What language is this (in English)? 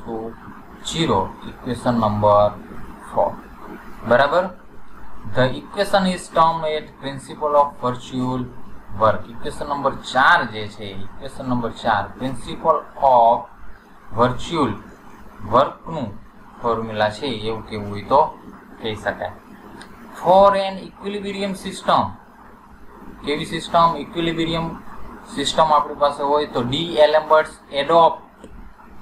Gujarati